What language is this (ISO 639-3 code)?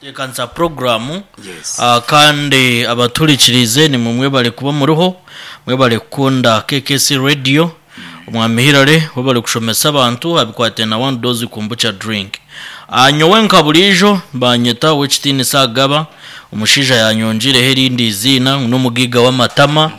nyn